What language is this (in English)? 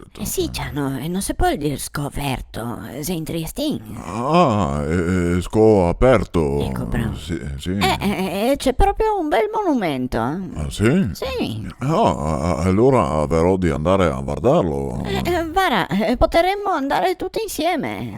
Venetian